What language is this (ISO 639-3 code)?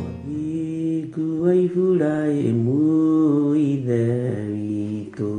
kik